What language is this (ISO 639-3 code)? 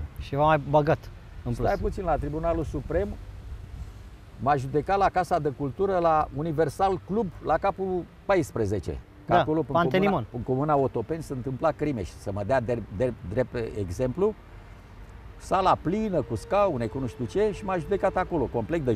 ron